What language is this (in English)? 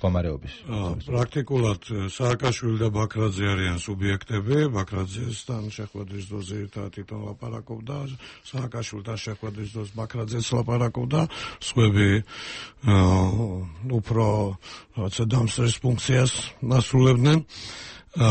Georgian